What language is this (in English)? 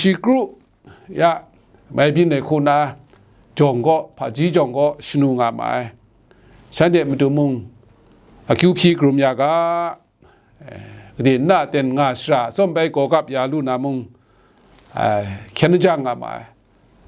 Kachin